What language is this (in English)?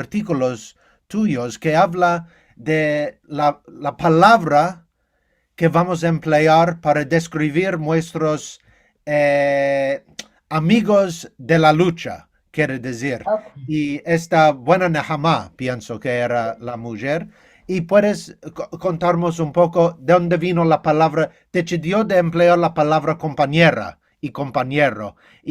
Ladino